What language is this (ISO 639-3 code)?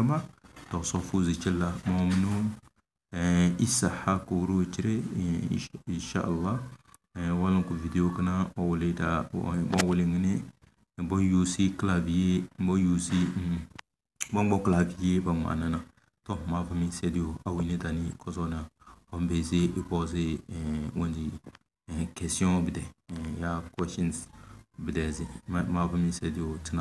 kdh